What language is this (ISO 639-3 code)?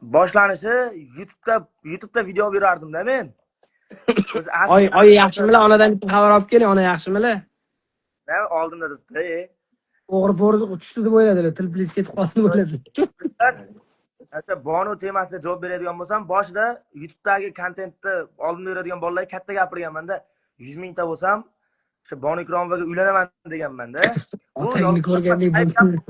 uzb